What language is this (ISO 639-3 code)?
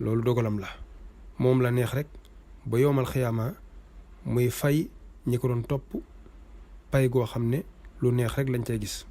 wol